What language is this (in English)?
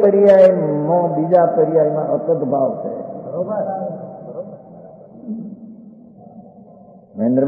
Gujarati